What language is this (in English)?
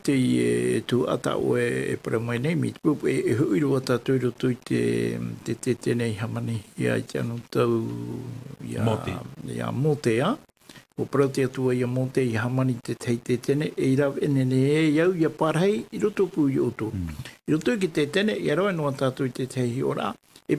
Tahitian